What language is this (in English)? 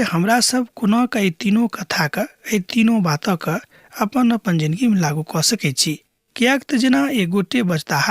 Maithili